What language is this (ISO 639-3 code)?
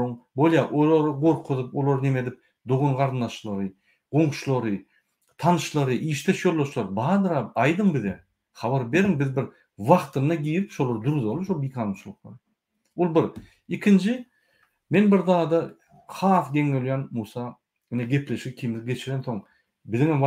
tuk